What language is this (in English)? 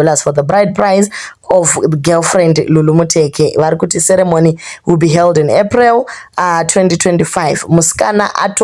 Shona